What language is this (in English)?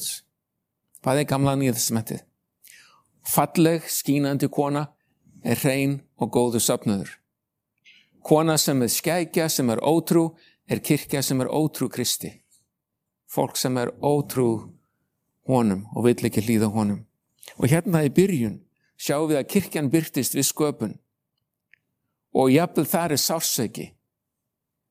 Icelandic